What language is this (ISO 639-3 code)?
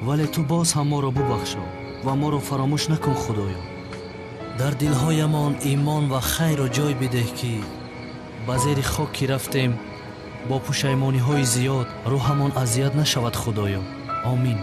tgk